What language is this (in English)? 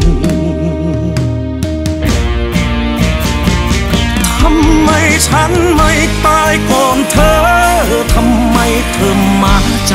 Thai